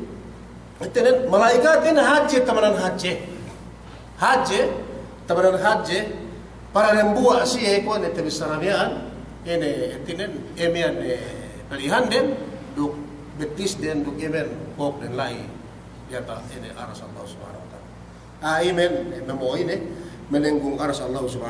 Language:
Yakan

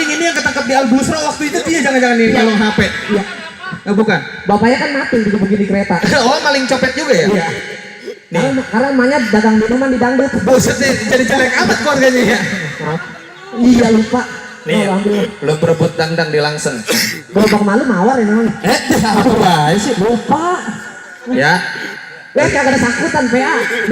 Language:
Betawi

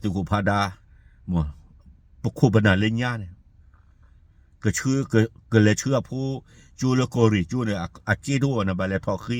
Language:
S'gaw Karen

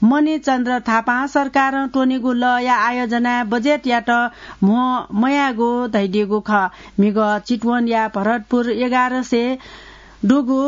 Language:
Newari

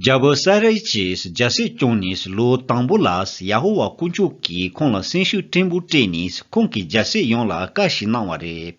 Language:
Tibetan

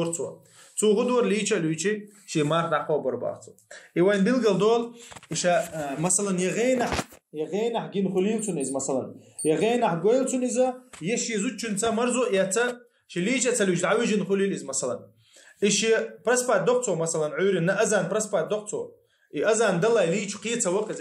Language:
Chechen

